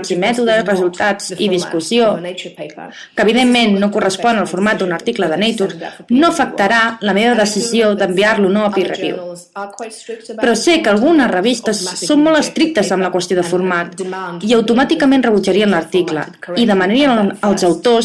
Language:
Catalan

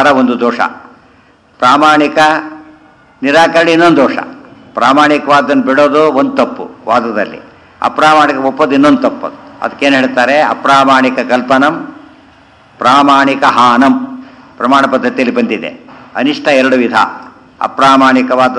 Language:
Kannada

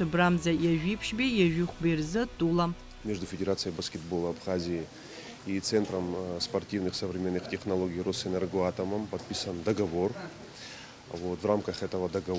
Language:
Abkhazian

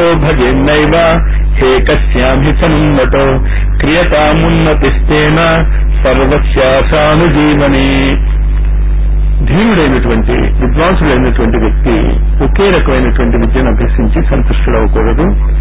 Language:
Telugu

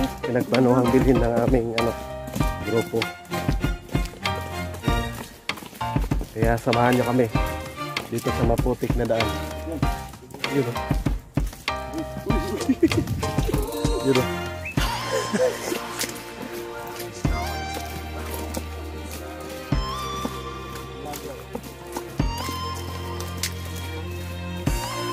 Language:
Filipino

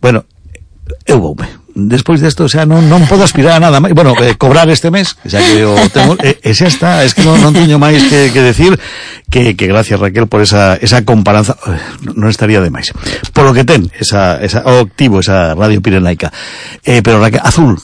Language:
Galician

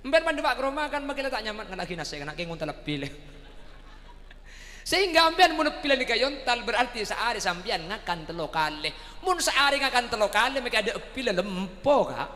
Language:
Madurese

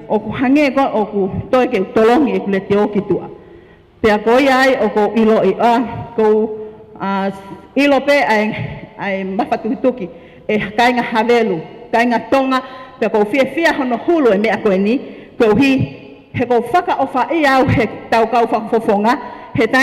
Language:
Tongan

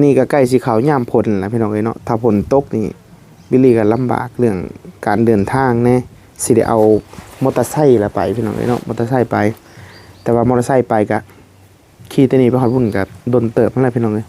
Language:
Northeastern Thai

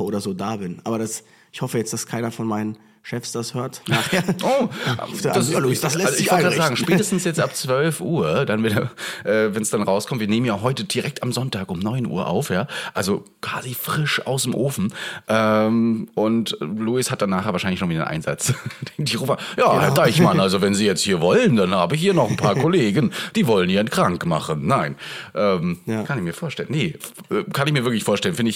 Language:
German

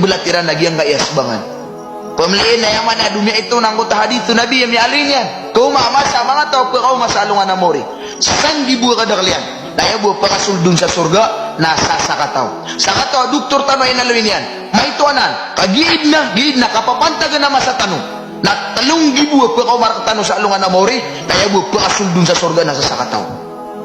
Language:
Maranao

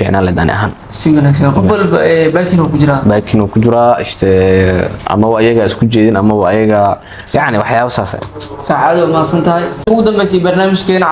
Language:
Somali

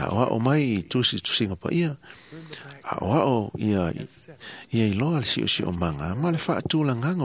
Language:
Samoan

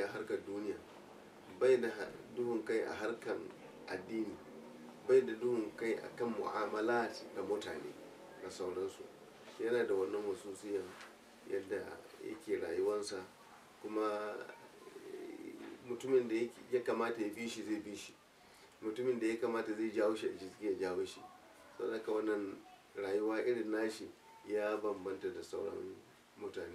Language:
Hausa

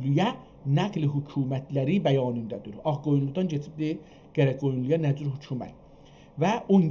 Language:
South Azerbaijani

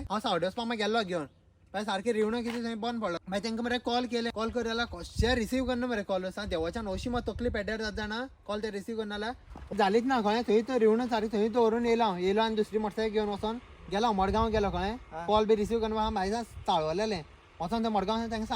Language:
Konkani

